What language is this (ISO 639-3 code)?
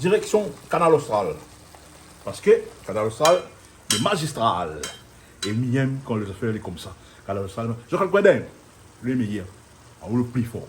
rcf